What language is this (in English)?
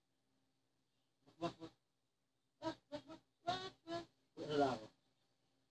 Filipino